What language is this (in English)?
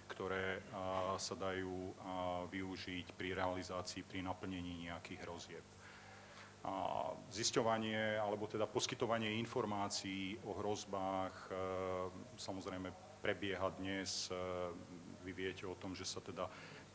Slovak